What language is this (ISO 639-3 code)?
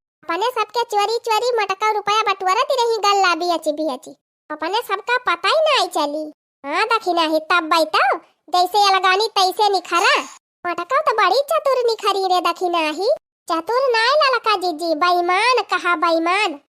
awa